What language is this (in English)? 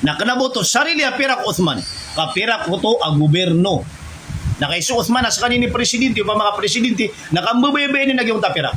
Maranao